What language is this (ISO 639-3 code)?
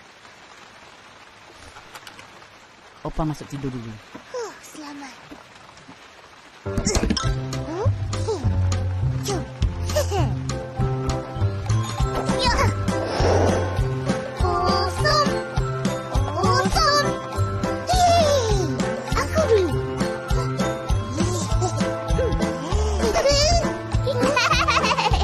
msa